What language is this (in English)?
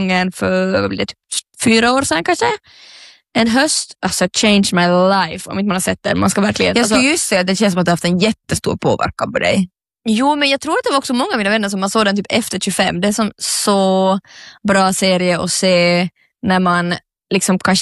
Swedish